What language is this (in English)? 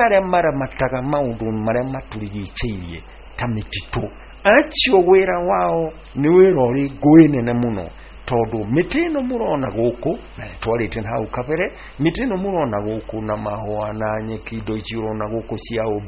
Kikuyu